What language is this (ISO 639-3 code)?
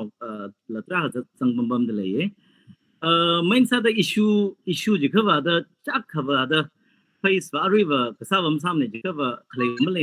nmf